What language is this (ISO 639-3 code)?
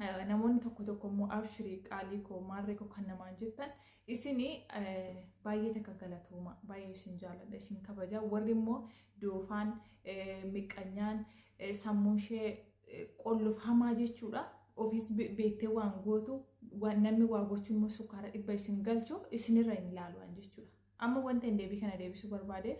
orm